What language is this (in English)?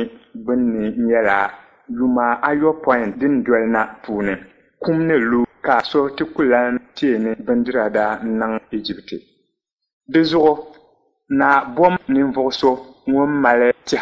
Dagbani